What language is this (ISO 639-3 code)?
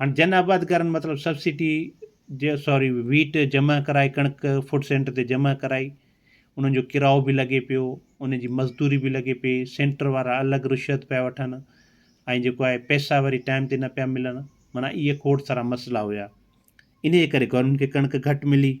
snd